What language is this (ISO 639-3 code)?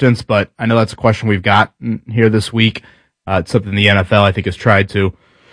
eng